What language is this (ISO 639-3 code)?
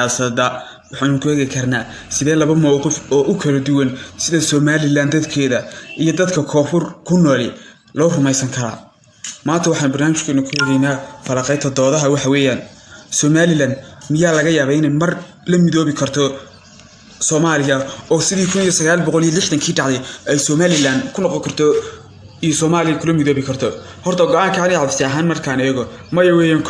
som